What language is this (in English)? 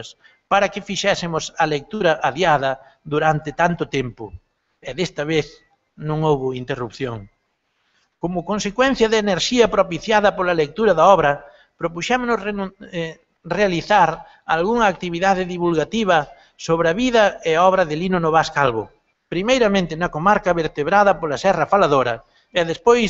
Galician